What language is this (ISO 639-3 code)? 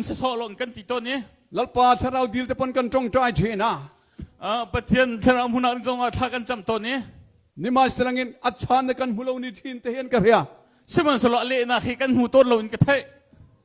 cnh